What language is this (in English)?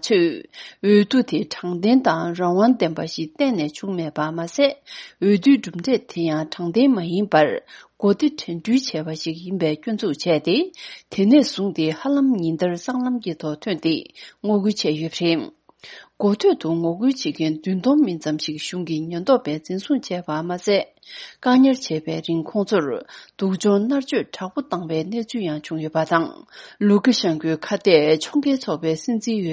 Tibetan